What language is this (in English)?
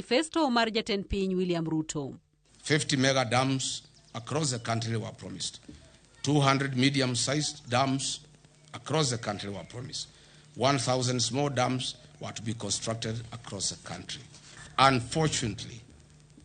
Luo (Kenya and Tanzania)